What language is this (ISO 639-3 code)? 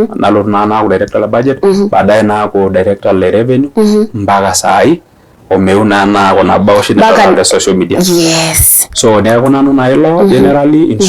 mas